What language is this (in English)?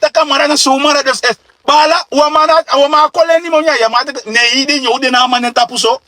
Sranan Tongo